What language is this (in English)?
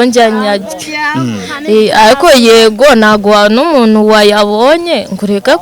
Kinyarwanda